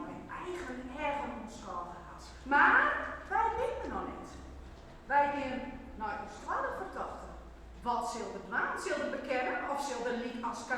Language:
Western Frisian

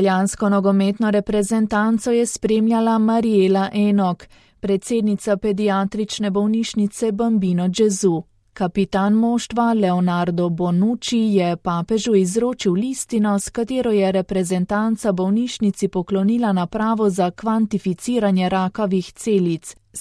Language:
Slovenian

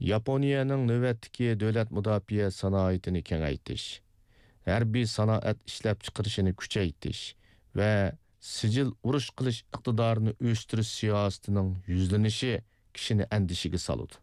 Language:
Uyghur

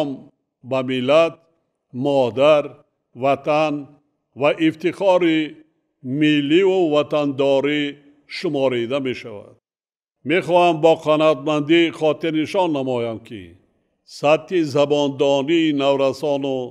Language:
Tajik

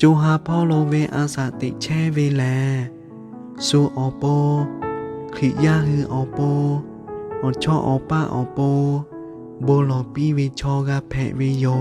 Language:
Lahu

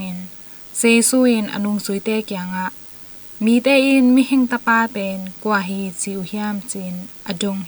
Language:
Tedim Chin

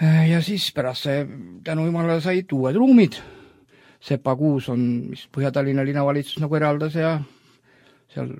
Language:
Estonian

